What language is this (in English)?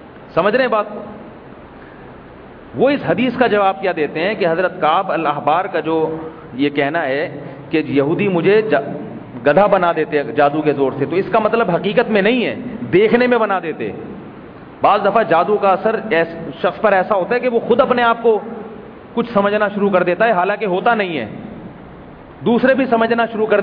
Urdu